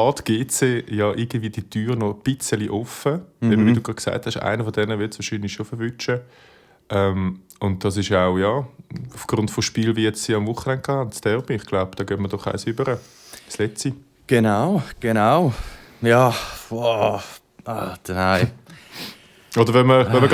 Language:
Swiss German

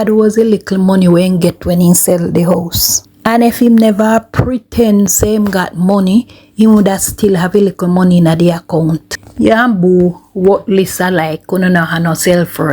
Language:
Jamaican Creole English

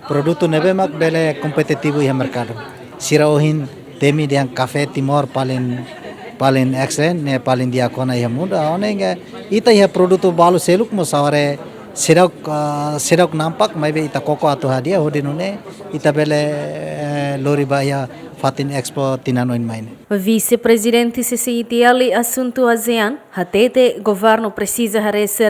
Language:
Tetum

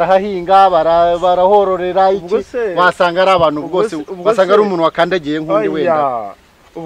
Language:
Kinyarwanda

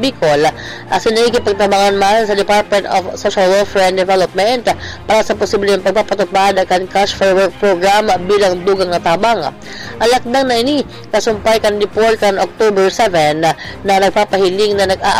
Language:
Bikol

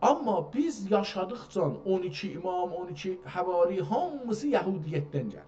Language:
South Azerbaijani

